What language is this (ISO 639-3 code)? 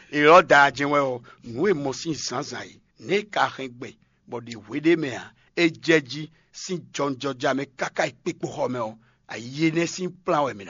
fon